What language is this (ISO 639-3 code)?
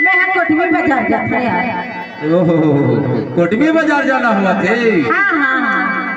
hne